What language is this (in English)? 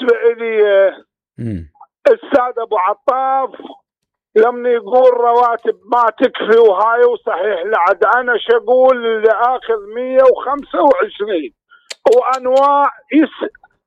Mesopotamian Arabic